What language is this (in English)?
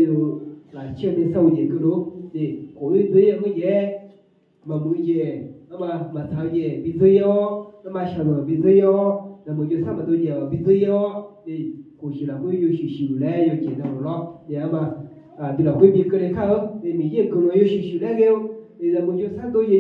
Akha